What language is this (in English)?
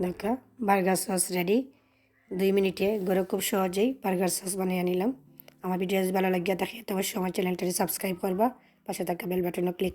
Sylheti